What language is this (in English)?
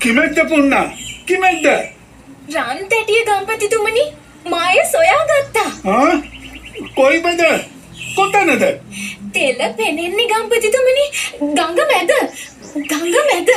Sinhala